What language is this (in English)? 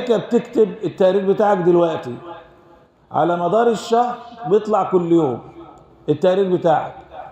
Egyptian Arabic